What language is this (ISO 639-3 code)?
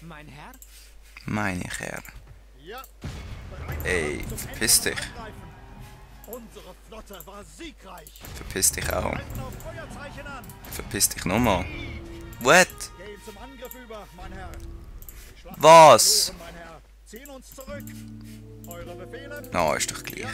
gsw